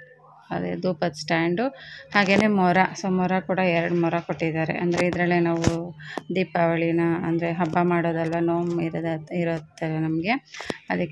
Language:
Kannada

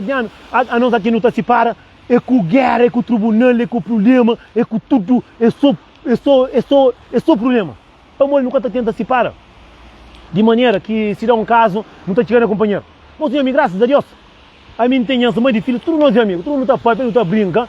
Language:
Kabuverdianu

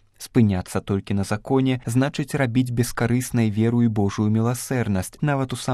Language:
Belarusian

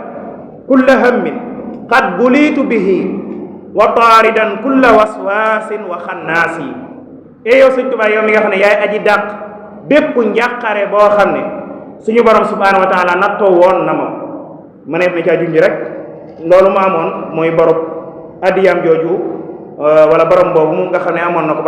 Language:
Wolof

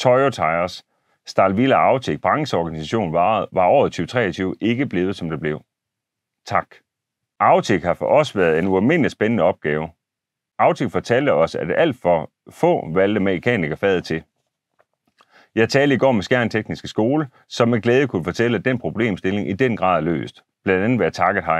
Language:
Danish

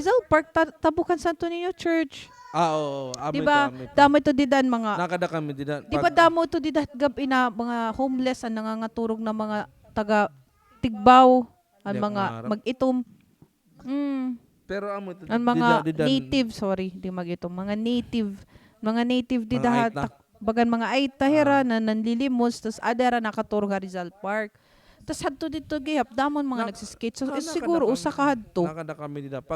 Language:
Waray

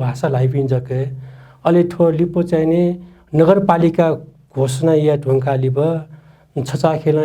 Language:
Newari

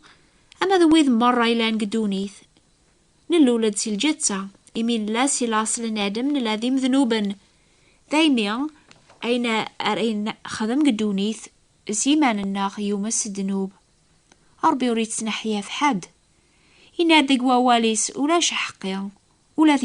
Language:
Kabyle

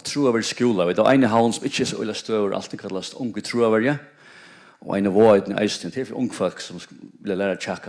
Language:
Faroese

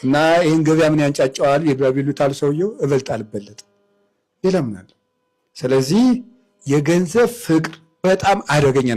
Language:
Amharic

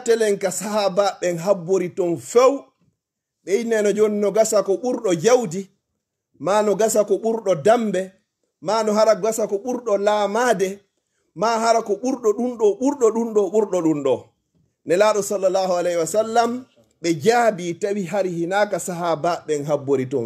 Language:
Fula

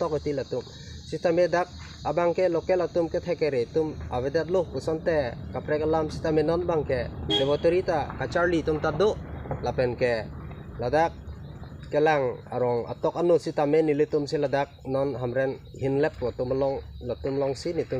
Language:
Karbi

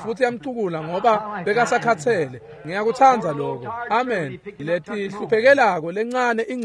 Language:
Swati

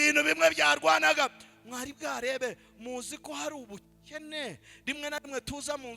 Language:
Kinyarwanda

